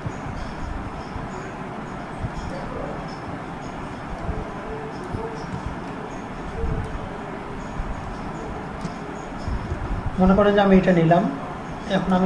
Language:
Bangla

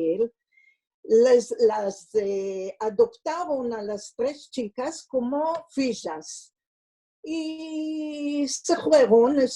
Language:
Ladino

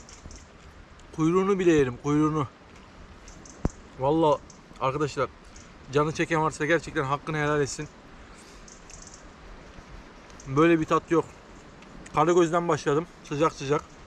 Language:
Turkish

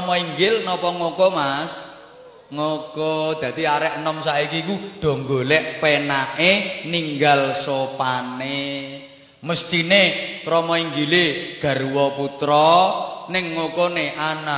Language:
Javanese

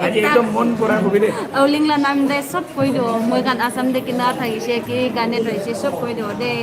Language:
Naga Pidgin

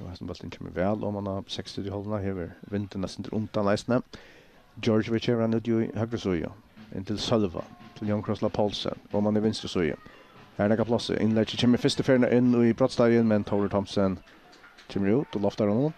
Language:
Faroese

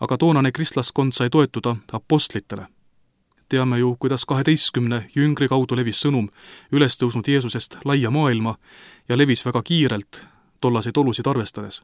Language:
Estonian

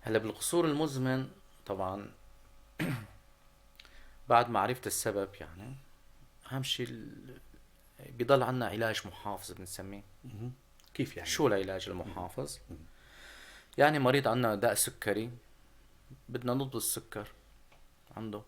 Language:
North Levantine Arabic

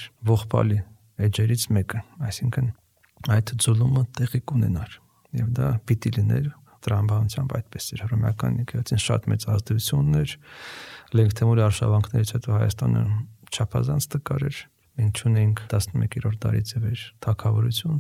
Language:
Armenian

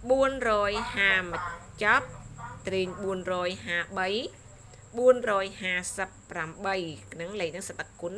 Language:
Khmer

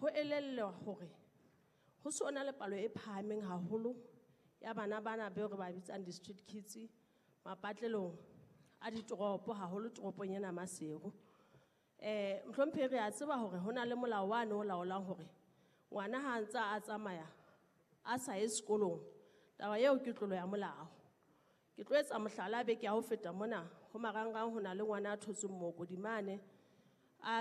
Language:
Southern Sotho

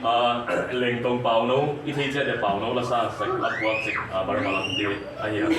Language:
Tedim Chin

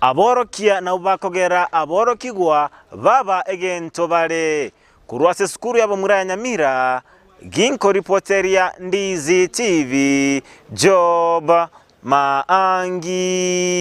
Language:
Gusii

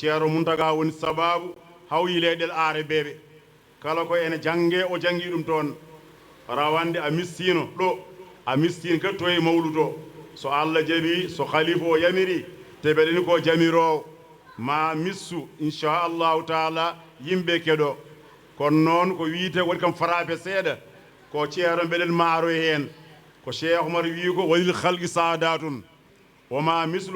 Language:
Fula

